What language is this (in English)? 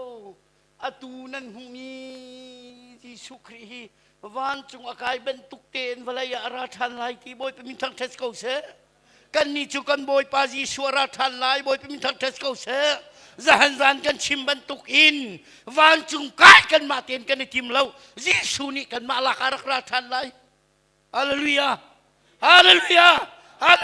Hakha Chin